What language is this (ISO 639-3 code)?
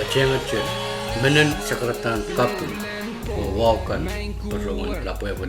pon